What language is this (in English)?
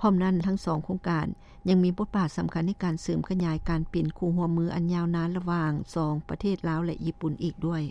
Lao